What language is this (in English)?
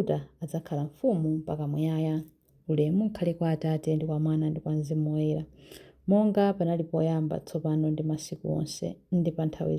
Nyanja